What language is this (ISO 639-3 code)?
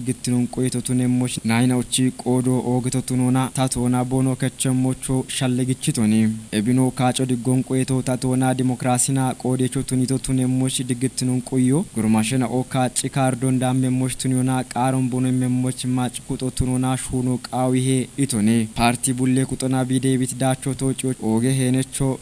kbr